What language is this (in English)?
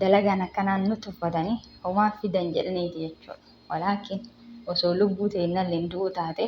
Oromo